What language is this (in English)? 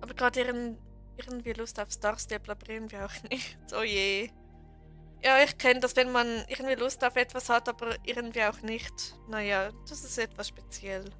Swiss German